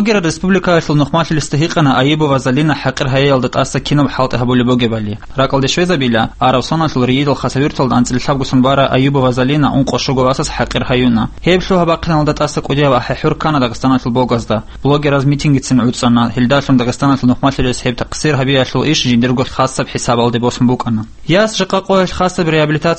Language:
Avaric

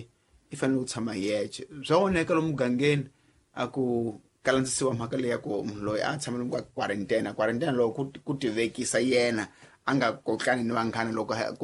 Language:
Tsonga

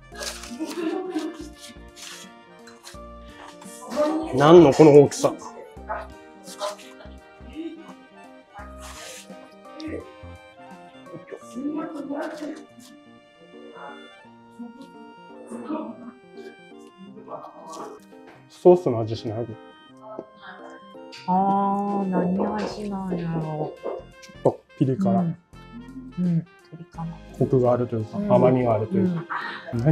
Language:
Japanese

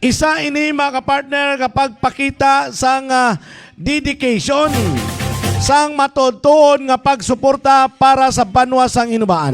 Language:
Hiligaynon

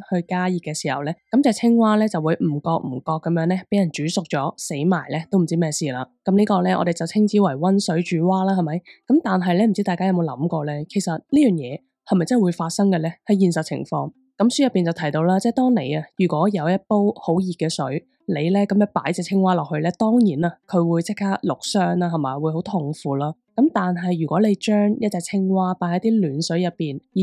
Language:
Cantonese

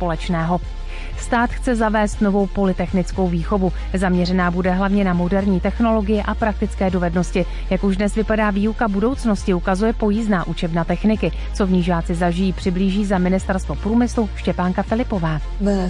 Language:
Czech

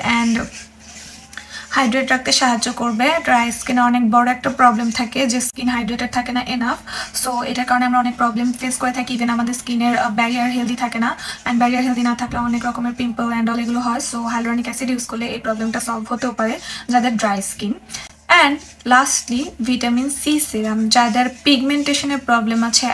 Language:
Bangla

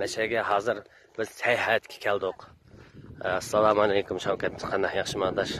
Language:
Uyghur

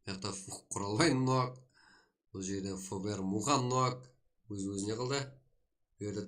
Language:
Kara-Kalpak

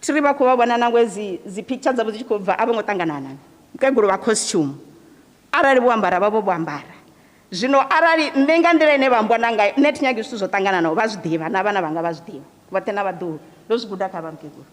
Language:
Venda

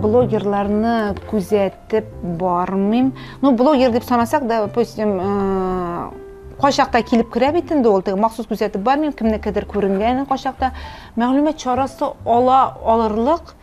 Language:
Tatar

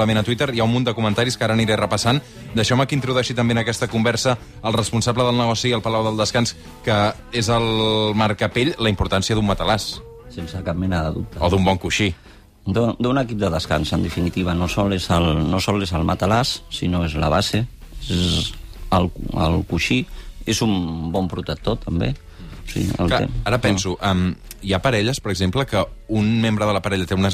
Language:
Catalan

